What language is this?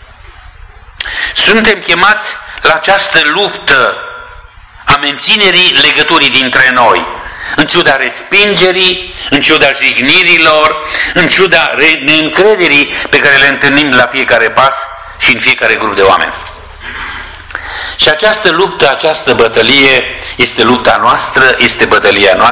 Romanian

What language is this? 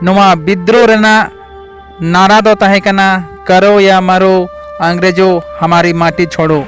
Santali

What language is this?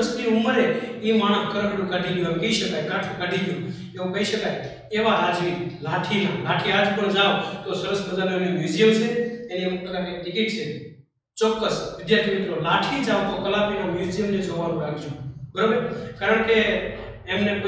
Gujarati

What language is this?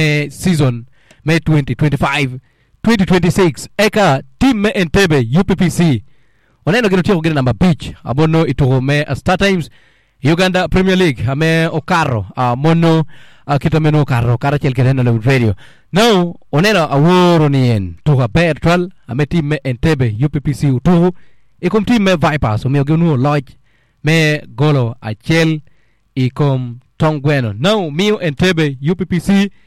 Acoli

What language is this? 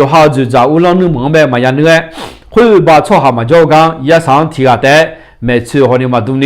Akha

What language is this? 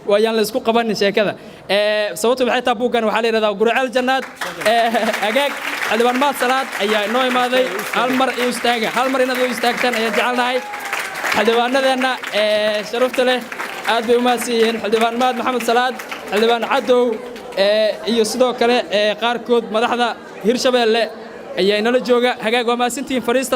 Somali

